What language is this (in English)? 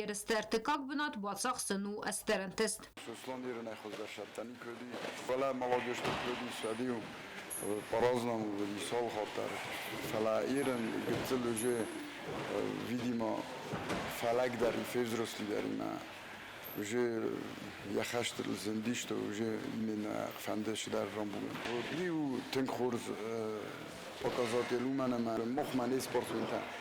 Ossetic